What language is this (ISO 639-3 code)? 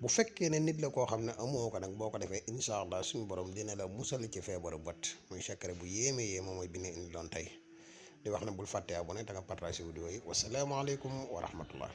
wol